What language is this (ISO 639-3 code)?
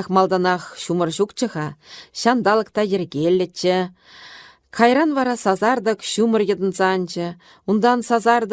chv